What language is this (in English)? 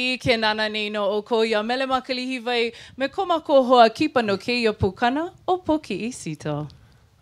Hawaiian